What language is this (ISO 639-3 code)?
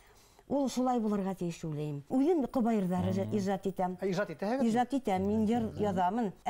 bak